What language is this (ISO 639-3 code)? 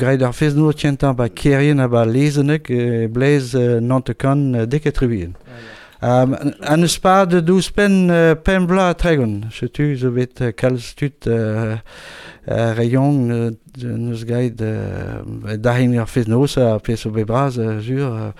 bre